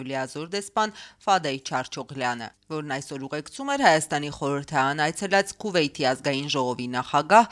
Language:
Armenian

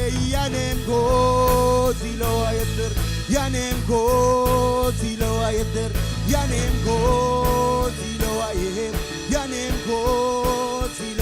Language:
Marshallese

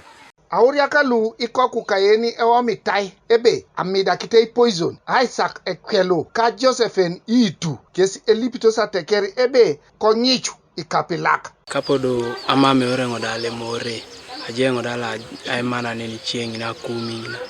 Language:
Teso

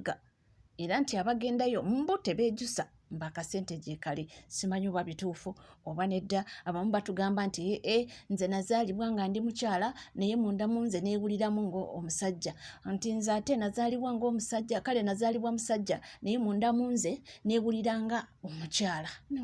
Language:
Ganda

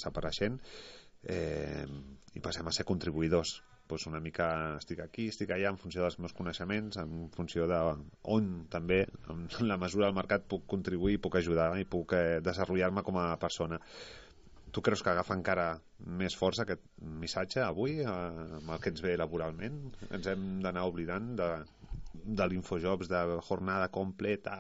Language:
Catalan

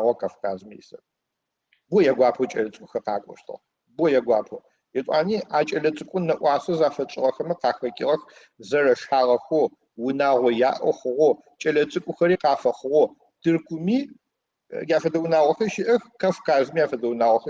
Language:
Adyghe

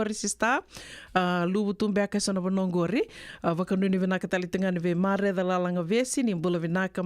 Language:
Fijian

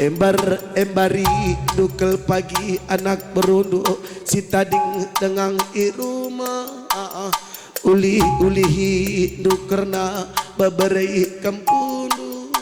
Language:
Batak Karo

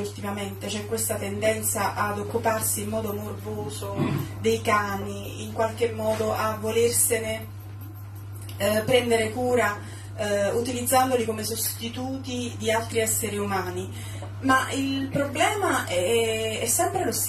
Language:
Italian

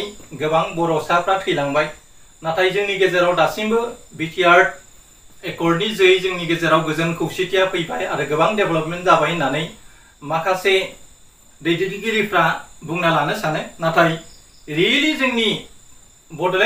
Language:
Bodo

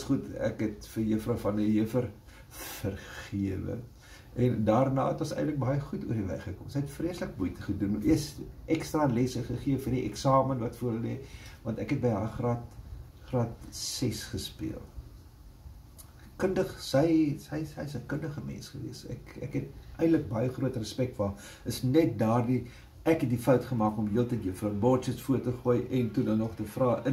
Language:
Afrikaans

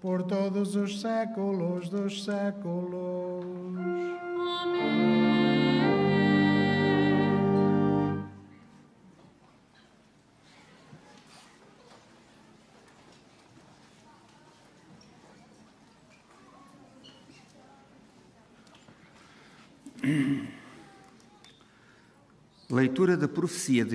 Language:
Portuguese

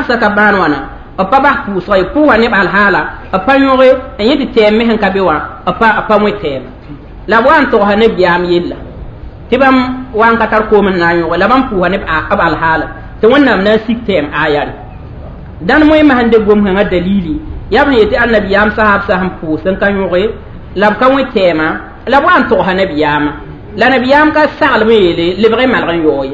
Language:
Mossi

